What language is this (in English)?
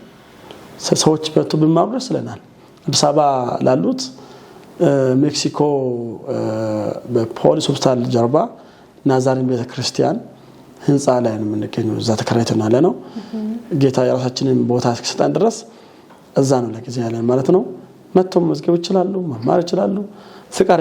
Amharic